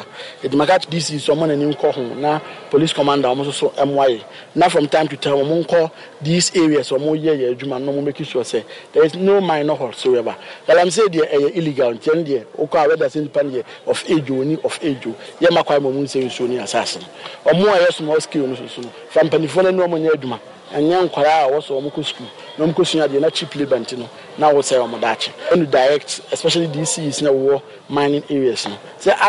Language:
Akan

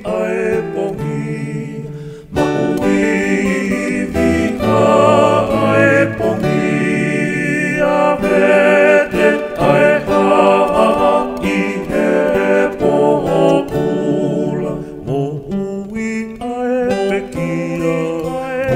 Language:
Tongan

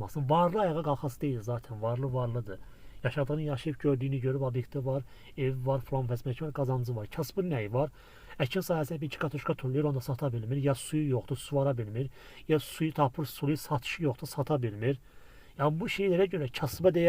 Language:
Azerbaijani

